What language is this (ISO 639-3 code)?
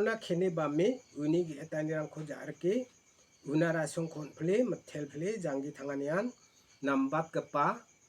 grt